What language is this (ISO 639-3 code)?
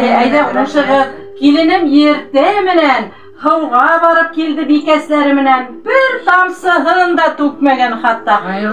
bak